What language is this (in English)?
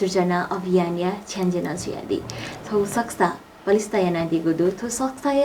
Newari